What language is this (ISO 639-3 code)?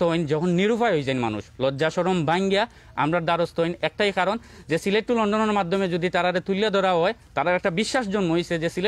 syl